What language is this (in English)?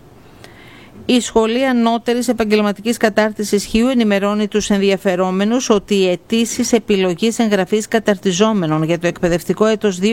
Greek